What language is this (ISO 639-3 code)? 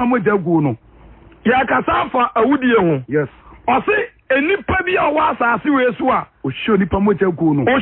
aka